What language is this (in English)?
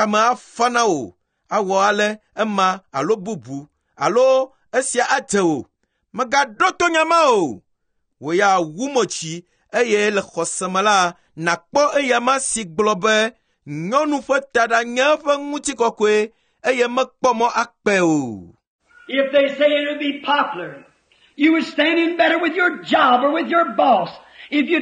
Ewe